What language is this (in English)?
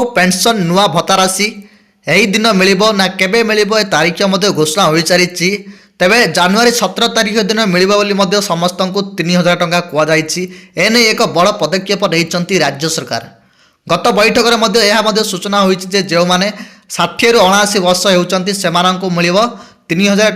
Odia